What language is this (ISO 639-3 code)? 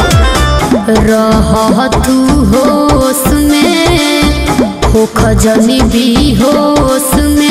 bho